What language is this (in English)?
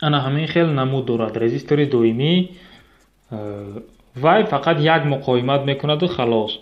Tajik